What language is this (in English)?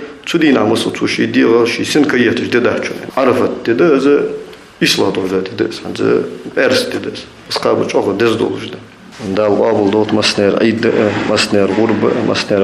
Ingush